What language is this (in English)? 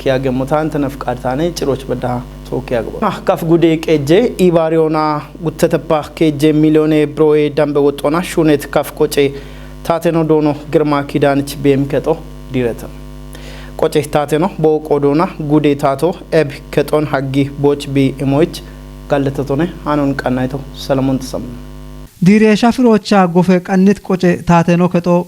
Kafa